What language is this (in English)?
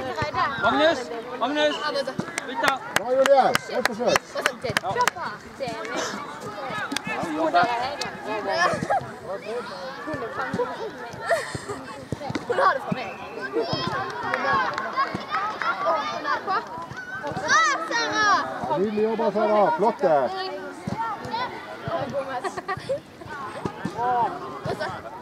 Norwegian